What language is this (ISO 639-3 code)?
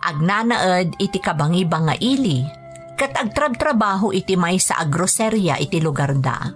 ilo